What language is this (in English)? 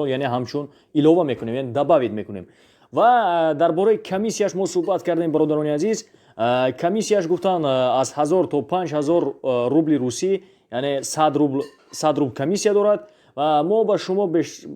Tajik